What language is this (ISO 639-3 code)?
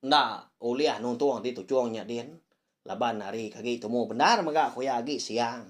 iba